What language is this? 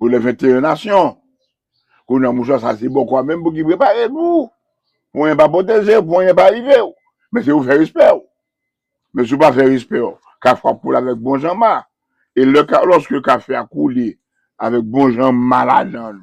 Haitian Creole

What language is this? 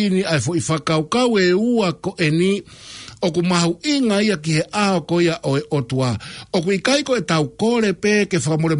Tongan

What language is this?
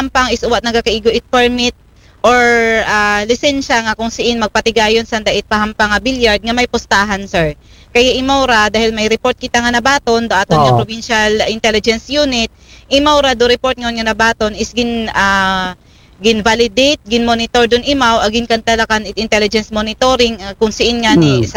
Aklanon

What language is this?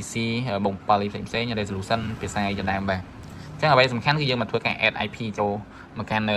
Khmer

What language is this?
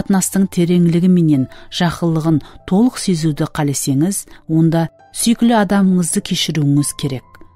Kara-Kalpak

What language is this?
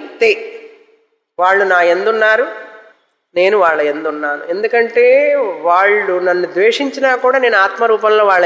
Telugu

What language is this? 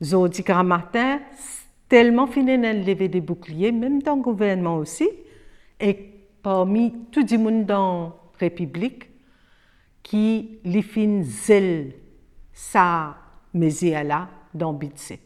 Morisyen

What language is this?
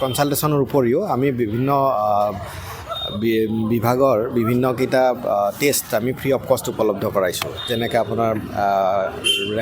Assamese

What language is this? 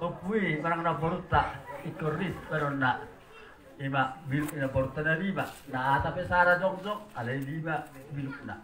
Batak Toba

